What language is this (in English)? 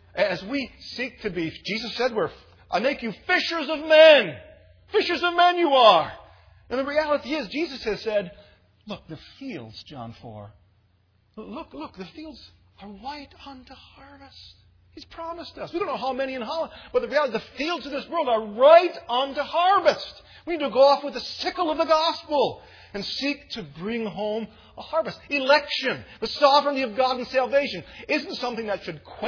English